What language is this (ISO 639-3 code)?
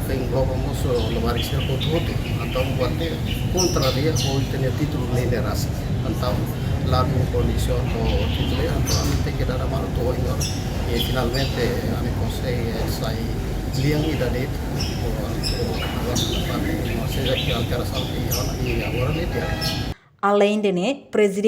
tet